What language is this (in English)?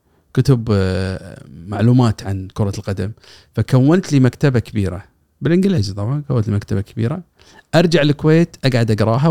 Gulf Arabic